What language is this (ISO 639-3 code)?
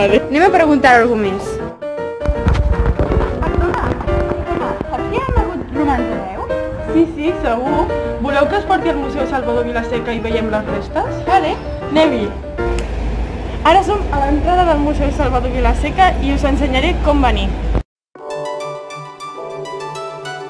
cat